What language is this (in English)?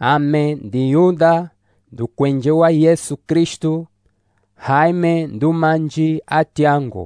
Umbundu